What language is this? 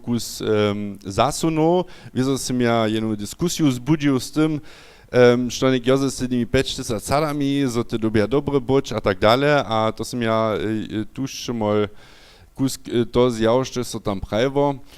Upper Sorbian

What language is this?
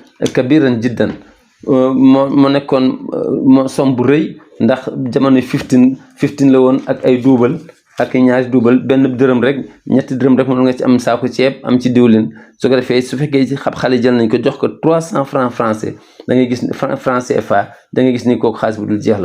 Wolof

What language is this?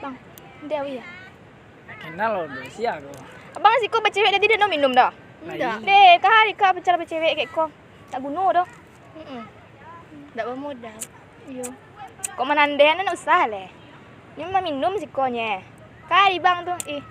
Minangkabau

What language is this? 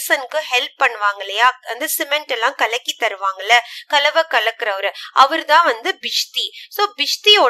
Tamil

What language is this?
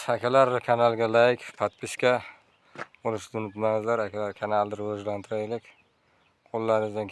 Uzbek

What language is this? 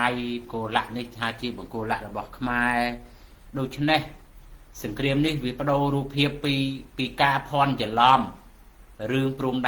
Khmer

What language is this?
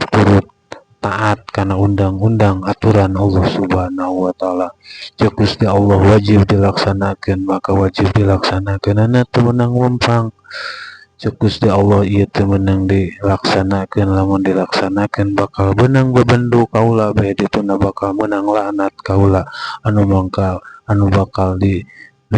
Sundanese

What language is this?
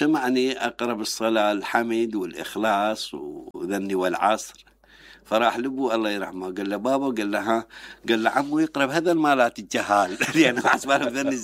Mesopotamian Arabic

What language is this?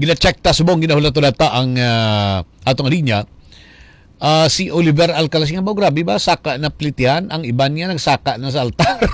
Hiligaynon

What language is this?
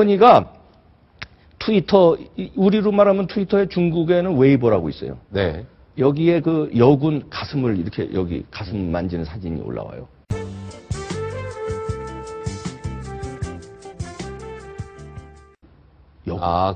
Korean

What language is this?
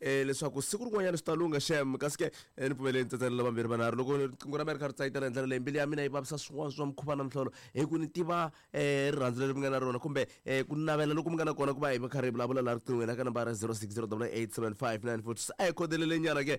Tsonga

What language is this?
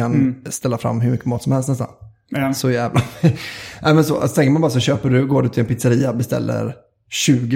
Swedish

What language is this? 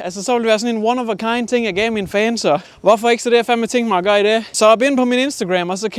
Danish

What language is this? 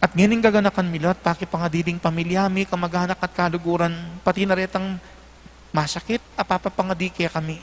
Pampanga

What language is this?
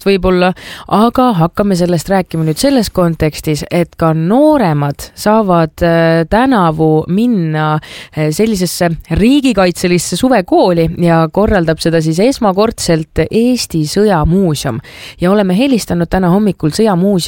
Estonian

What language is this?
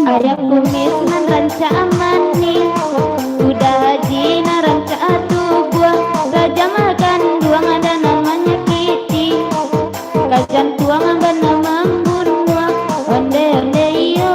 Minangkabau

